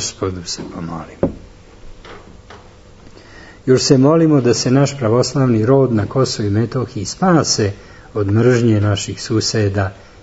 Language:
Serbian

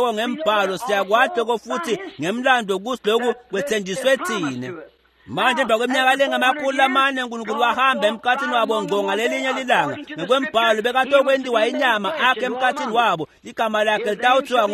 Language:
Swati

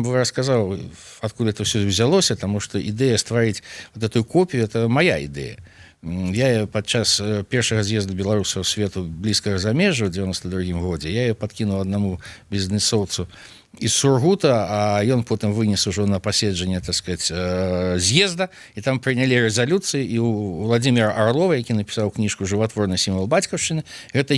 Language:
Belarusian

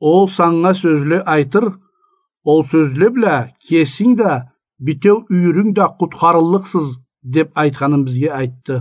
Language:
Karachay-Balkar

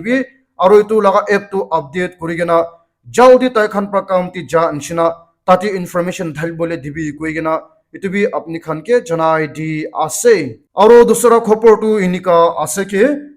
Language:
Naga Pidgin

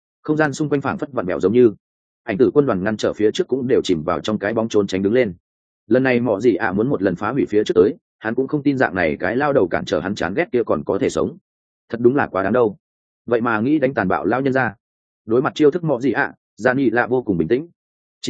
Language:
Vietnamese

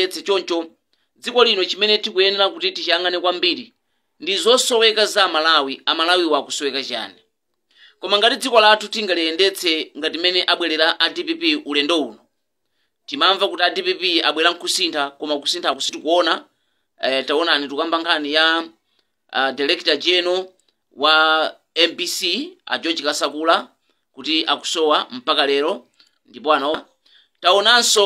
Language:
Nyanja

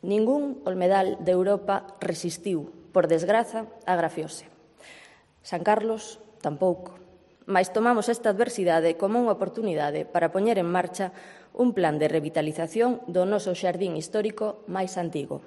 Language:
Galician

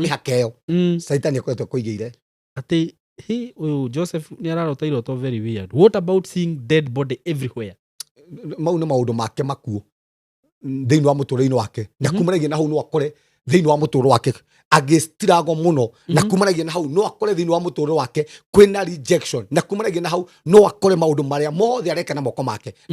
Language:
Kikuyu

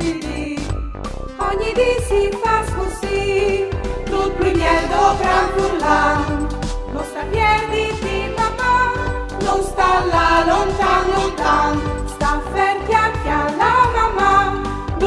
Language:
Friulian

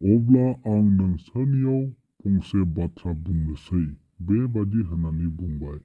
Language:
Bodo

